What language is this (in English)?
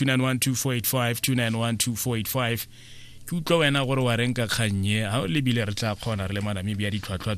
Tswana